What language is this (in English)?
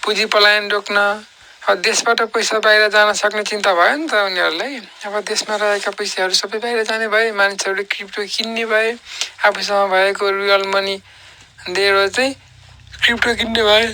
Nepali